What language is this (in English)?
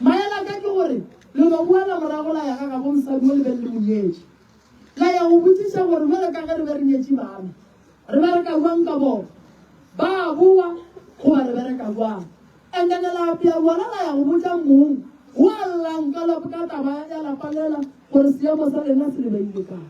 Northern Sotho